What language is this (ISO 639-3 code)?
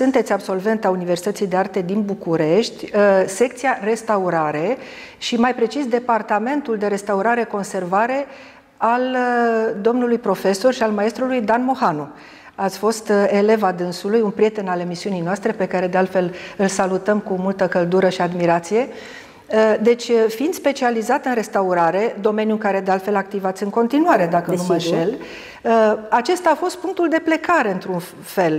ron